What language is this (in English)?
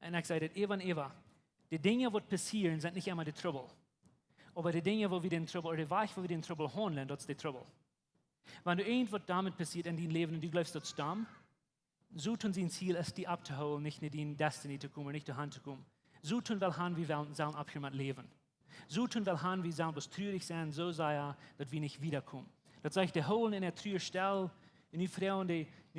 Plautdietsch